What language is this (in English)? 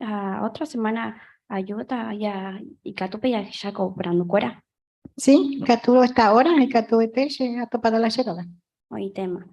Guarani